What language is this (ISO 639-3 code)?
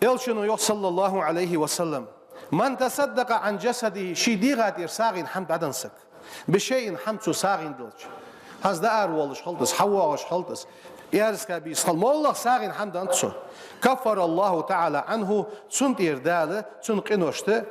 inh